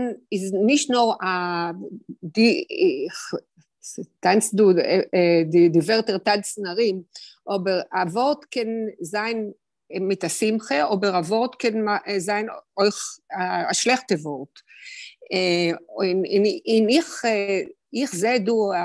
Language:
Yiddish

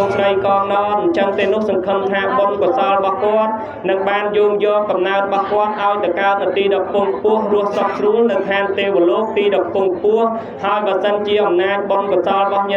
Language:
Khmer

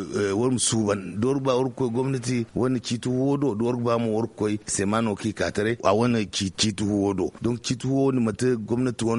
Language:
Zarma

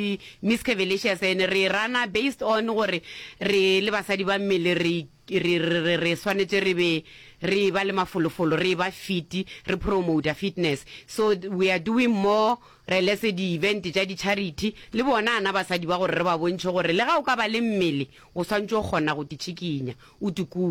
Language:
Northern Sotho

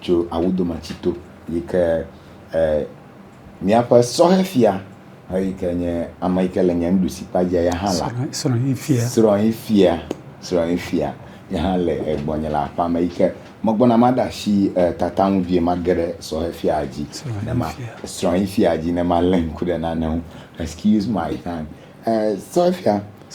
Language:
Ewe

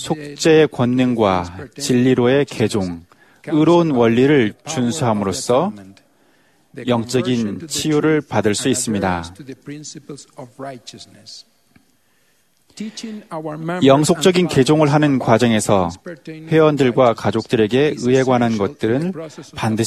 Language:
Korean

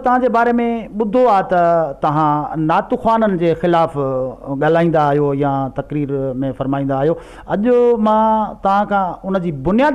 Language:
Sindhi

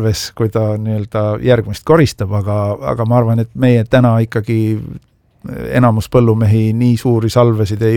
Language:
Estonian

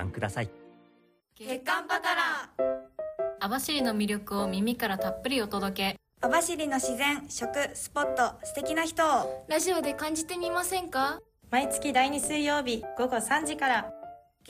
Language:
Japanese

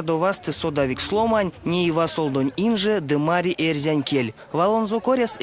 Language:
Erzya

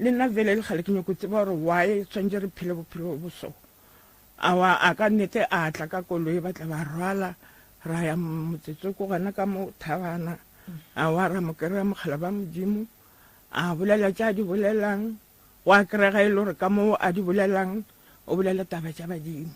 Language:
Northern Sotho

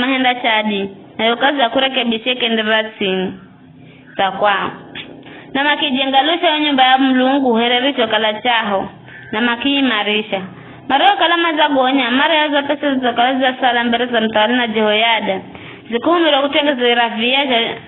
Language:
Giryama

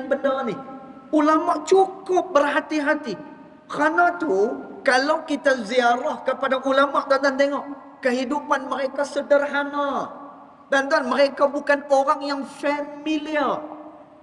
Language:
Malay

